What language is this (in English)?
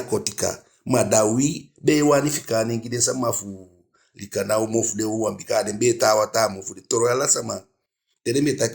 Eastern Maroon Creole